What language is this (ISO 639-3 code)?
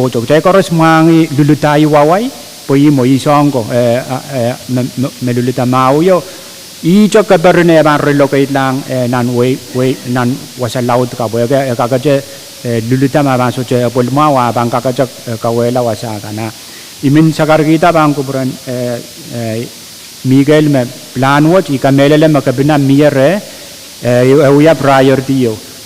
pon